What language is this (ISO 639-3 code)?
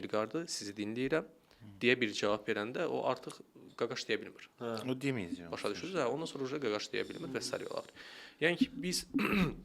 aze